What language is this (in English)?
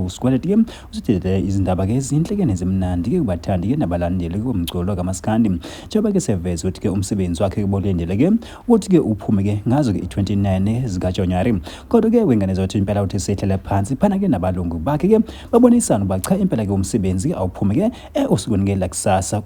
Zulu